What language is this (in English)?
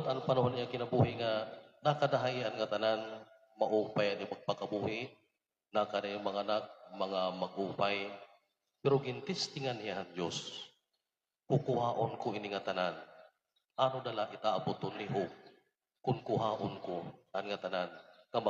Waray